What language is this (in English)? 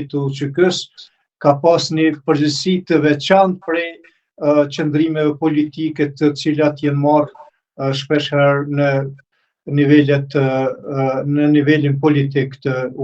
Albanian